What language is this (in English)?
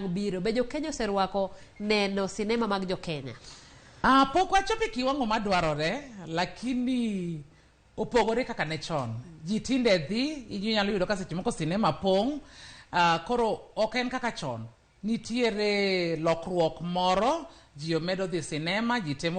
Luo (Kenya and Tanzania)